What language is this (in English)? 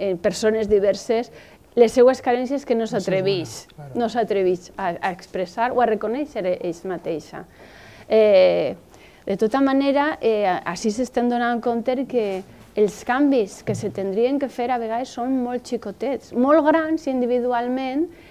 Catalan